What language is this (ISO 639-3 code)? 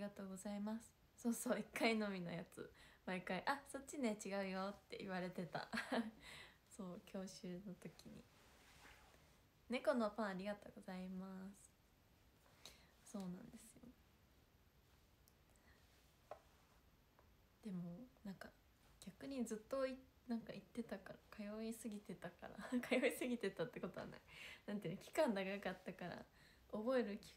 jpn